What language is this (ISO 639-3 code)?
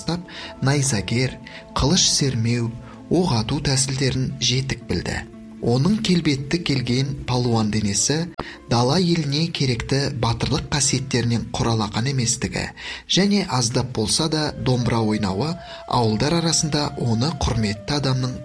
kaz